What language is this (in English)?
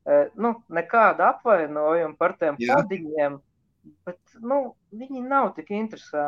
Latvian